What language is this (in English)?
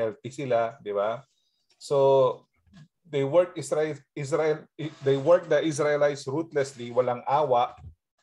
Filipino